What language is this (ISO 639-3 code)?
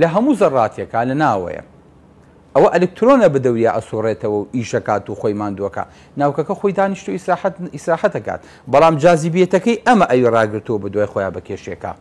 ckb